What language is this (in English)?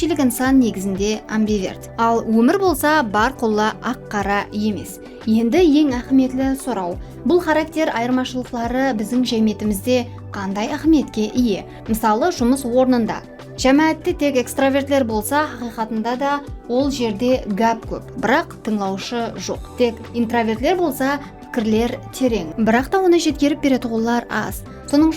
Kara-Kalpak